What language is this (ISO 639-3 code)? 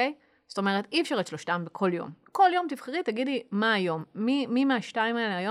heb